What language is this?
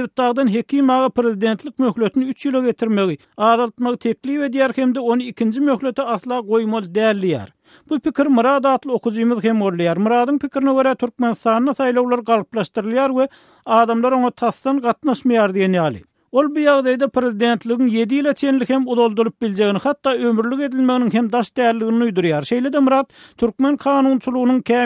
Turkmen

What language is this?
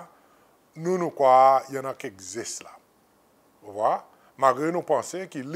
Seselwa Creole French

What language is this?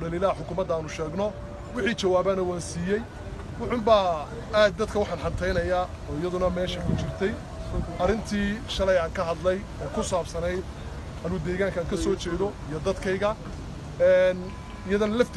Somali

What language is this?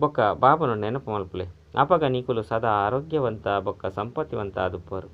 Tulu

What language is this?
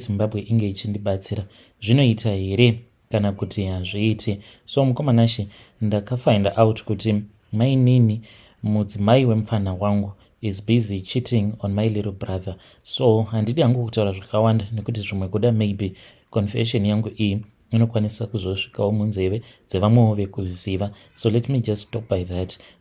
Shona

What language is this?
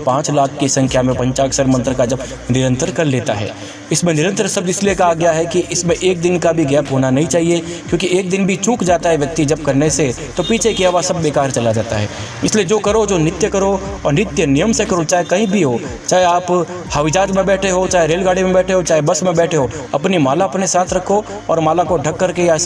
Hindi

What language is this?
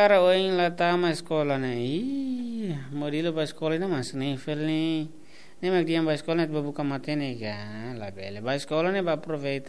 Tetum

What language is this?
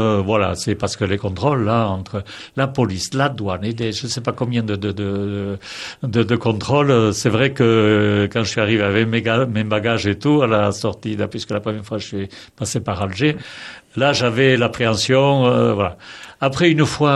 French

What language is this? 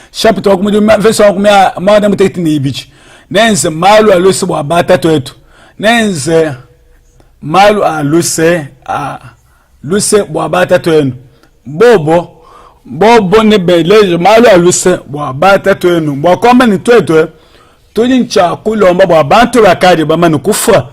Luba-Lulua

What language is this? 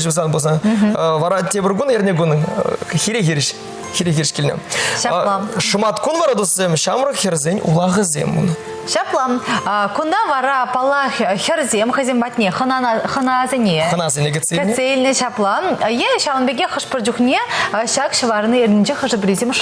Chuvash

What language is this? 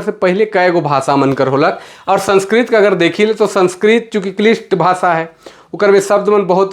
Sadri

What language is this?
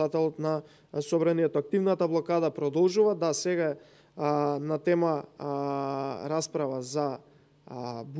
Macedonian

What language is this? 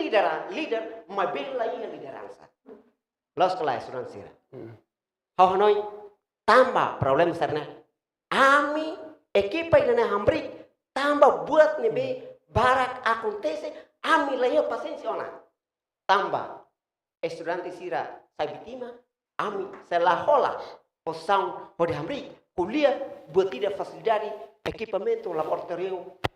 Tetum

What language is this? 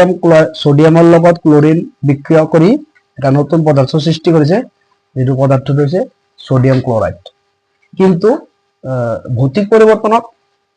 Assamese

